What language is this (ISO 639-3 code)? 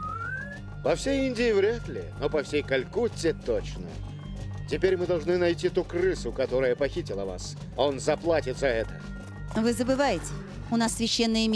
rus